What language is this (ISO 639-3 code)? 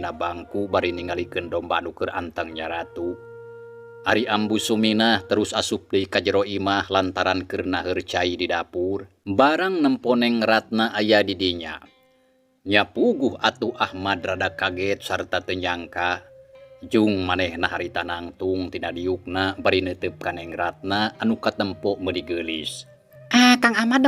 sun